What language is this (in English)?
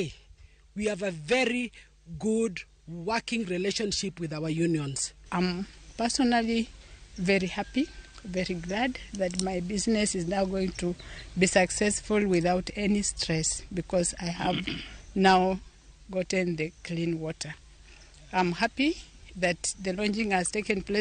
Luo (Kenya and Tanzania)